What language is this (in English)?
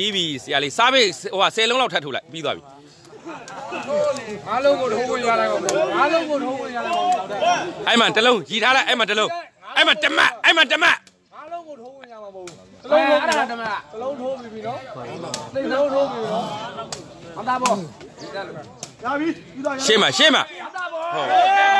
Burmese